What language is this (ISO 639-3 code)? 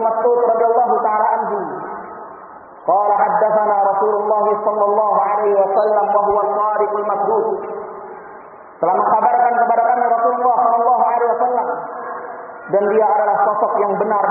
ind